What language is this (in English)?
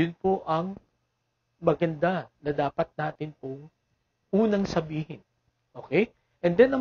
Filipino